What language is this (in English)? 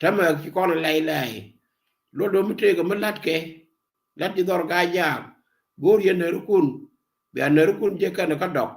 Nuer